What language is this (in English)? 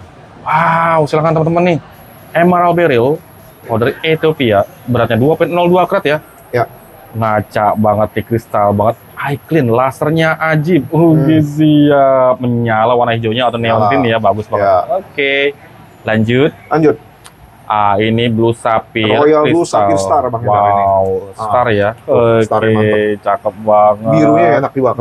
Indonesian